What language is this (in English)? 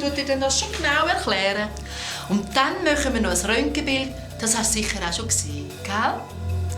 Swiss German